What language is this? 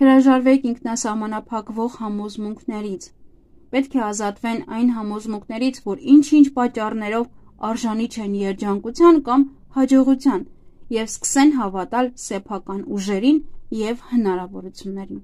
Armenian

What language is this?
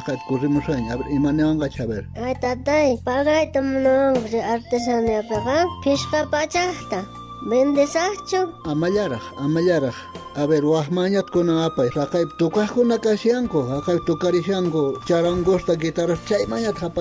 South Bolivian Quechua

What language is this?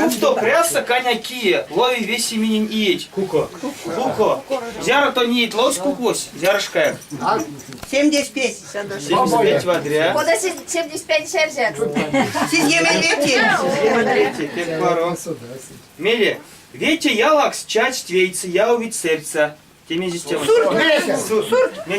Erzya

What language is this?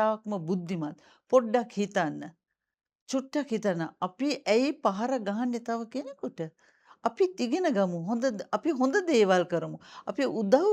Sinhala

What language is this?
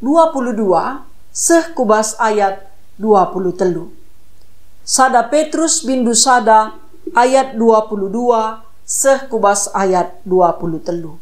Batak Karo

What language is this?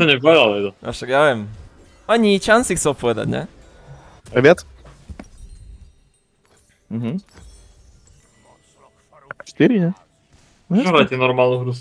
Slovak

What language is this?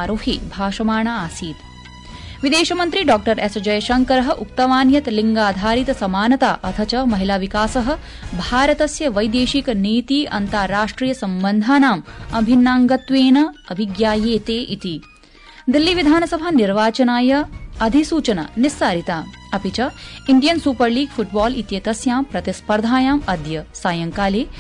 Sanskrit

